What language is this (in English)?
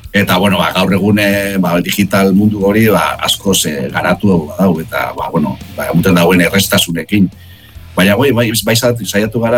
Basque